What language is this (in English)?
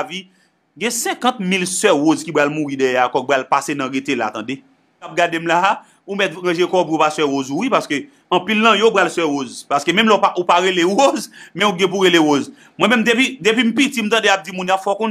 Haitian Creole